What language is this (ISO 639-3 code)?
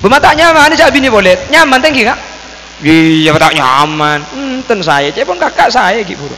mad